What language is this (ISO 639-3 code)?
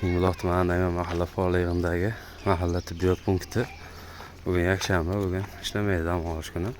uzb